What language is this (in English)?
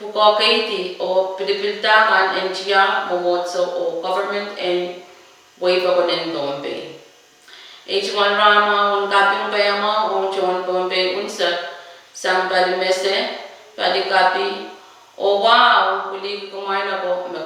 Pohnpeian